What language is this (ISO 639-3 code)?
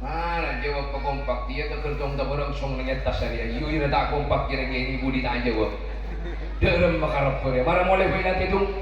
mad